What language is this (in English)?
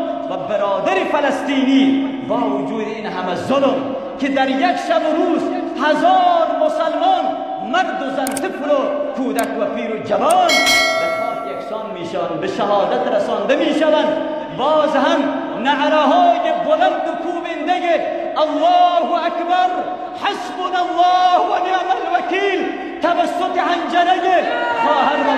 Persian